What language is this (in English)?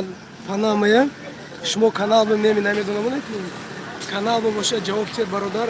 Tajik